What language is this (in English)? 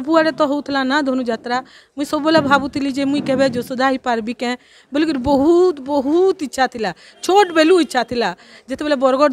Sambalpuri